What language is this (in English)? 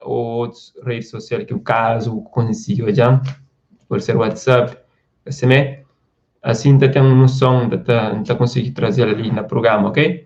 Kabuverdianu